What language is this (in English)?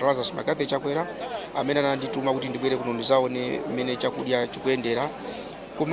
Nyanja